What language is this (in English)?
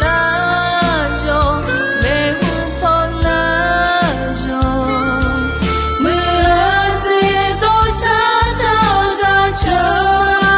Akha